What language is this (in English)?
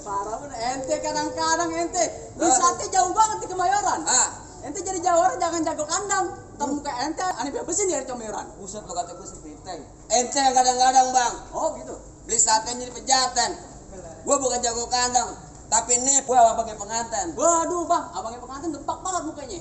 Betawi